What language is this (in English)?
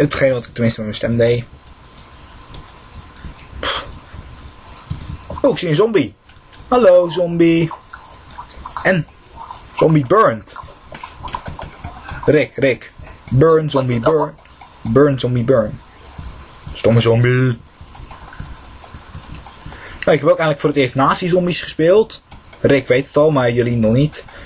Dutch